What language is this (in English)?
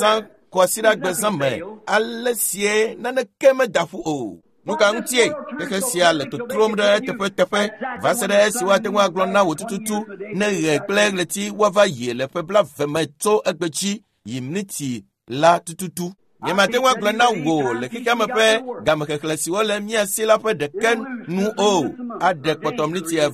Ewe